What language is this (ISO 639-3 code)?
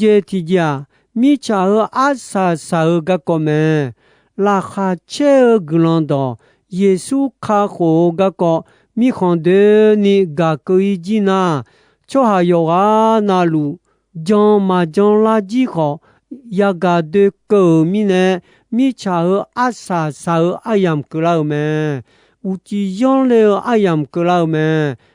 ahk